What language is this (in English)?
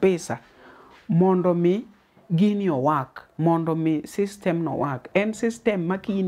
Luo (Kenya and Tanzania)